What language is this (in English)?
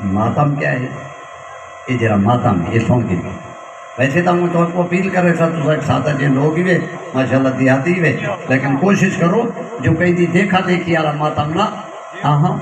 Saraiki